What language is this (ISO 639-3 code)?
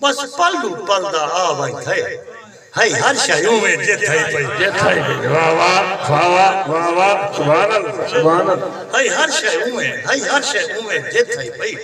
skr